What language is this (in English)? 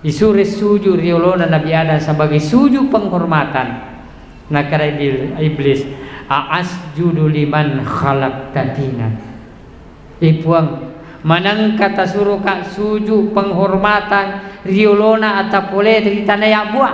Buginese